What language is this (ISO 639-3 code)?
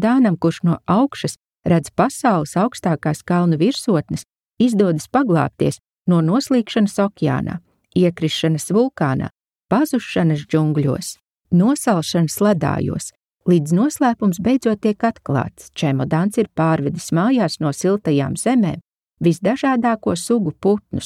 lav